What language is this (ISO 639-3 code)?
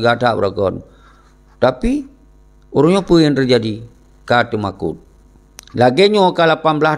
ace